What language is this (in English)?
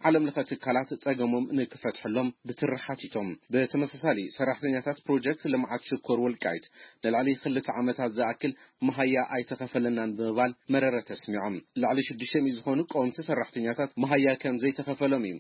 Tigrinya